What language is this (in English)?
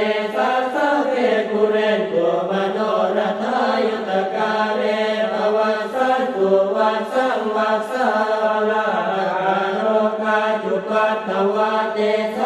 Pali